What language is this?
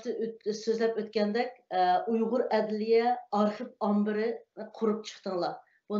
Uyghur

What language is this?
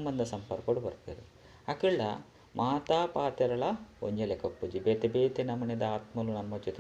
Tulu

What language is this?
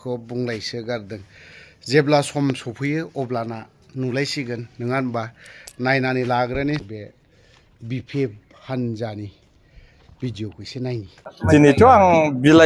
Bodo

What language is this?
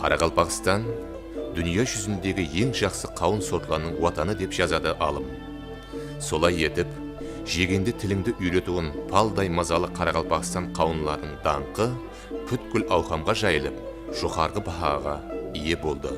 Kara-Kalpak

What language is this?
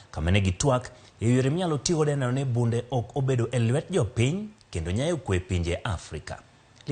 Luo (Kenya and Tanzania)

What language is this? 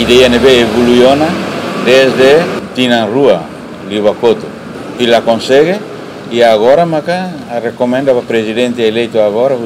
Tetum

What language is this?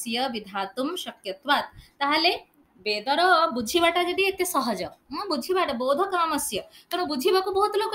Odia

